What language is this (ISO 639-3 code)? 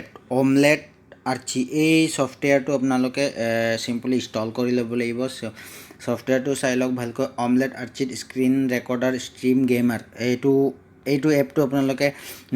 asm